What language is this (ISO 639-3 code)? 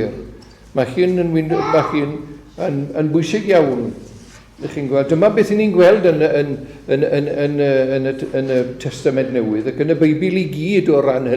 cym